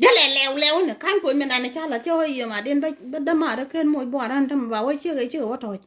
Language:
Nuer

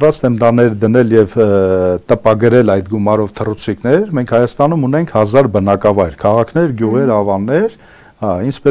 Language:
Armenian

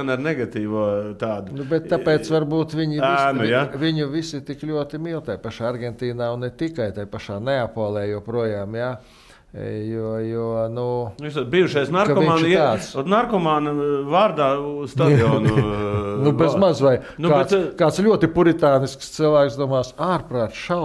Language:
Latvian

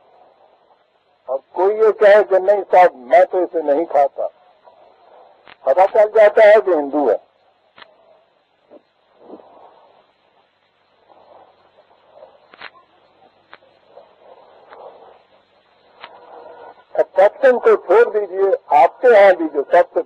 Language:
Urdu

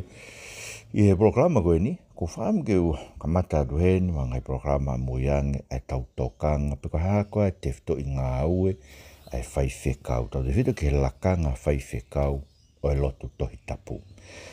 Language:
Tongan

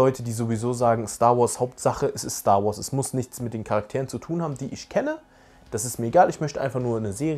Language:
German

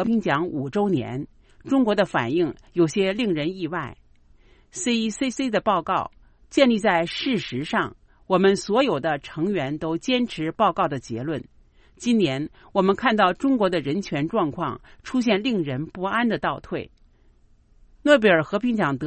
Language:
Chinese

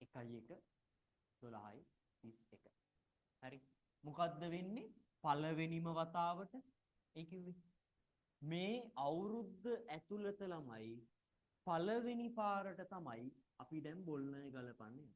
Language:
Sinhala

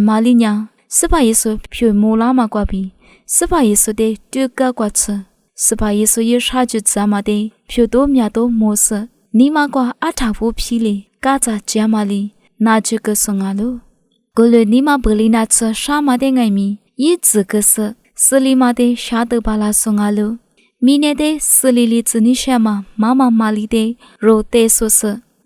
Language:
Lisu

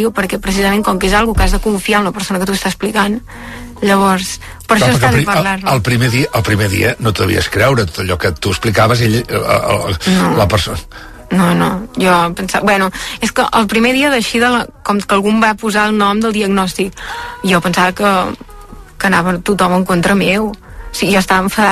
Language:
Catalan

